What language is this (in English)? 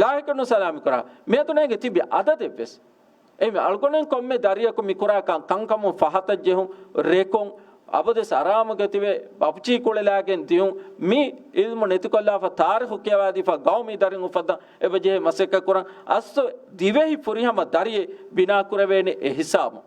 Divehi